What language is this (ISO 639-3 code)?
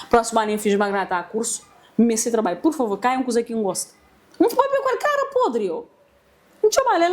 kea